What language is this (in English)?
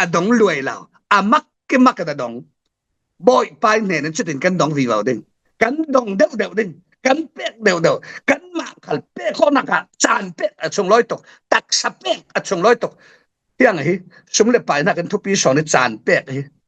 Falam Chin